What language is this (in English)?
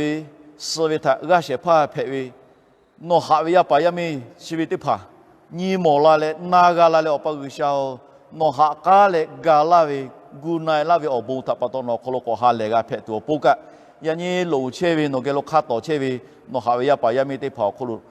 Lahu